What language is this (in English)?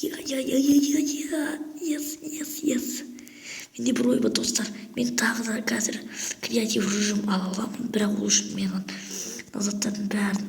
Kazakh